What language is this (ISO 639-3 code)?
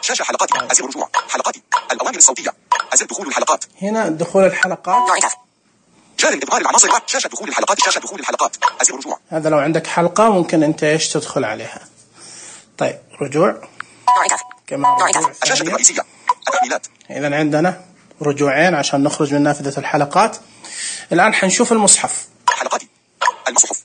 ars